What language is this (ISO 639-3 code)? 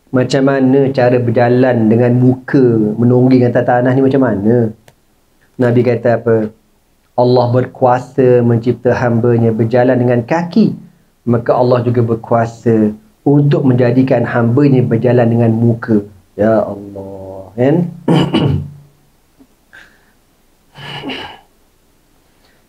msa